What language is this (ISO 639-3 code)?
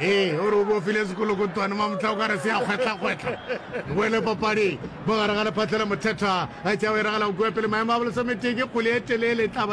nso